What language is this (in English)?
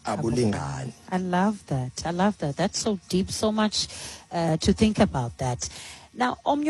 Xhosa